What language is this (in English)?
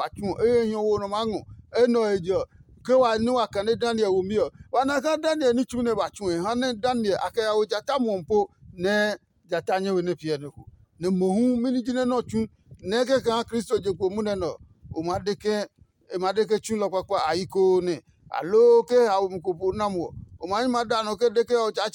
Adangme